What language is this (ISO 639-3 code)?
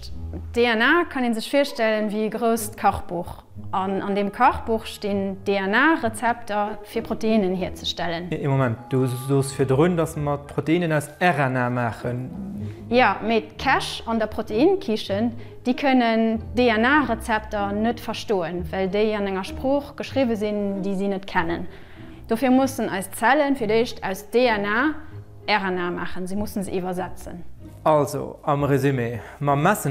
ltz